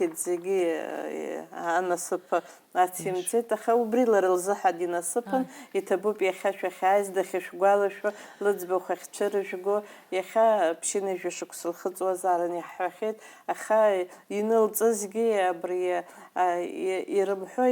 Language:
Abkhazian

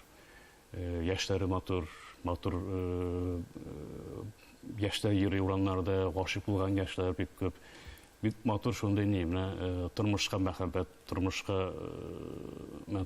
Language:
Tatar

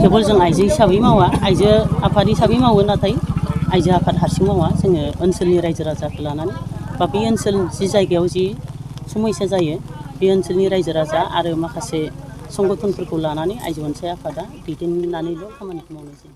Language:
Bodo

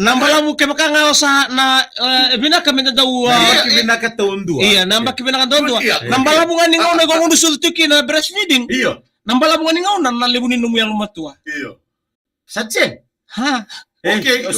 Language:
Fijian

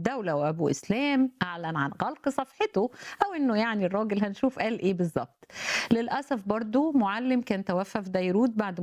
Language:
Egyptian Arabic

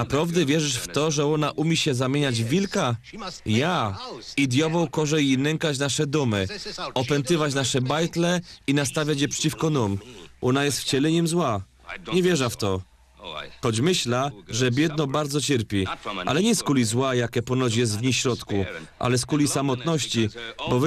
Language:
Silesian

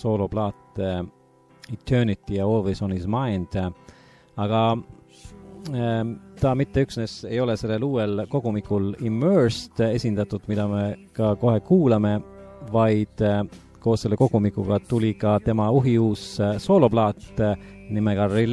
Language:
Estonian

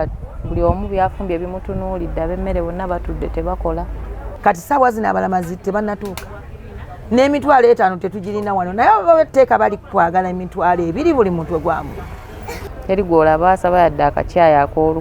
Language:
Nyankole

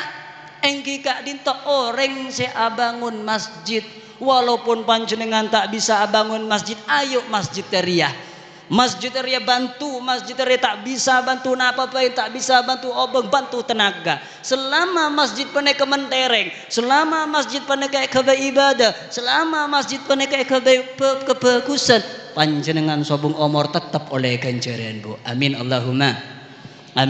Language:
Madurese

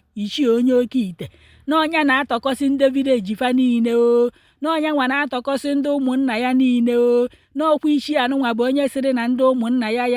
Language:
Igbo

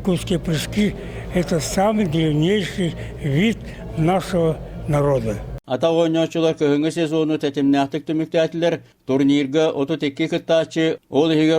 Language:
Yakut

